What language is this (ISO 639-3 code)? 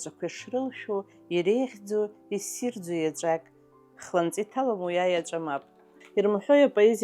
abk